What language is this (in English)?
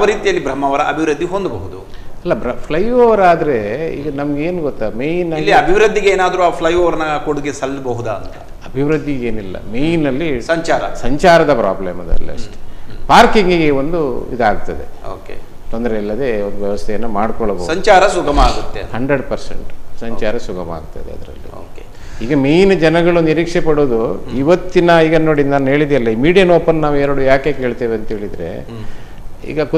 Kannada